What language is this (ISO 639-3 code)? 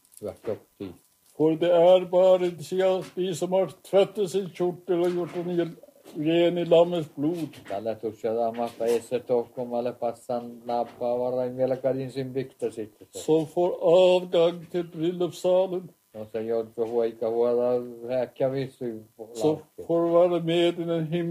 nor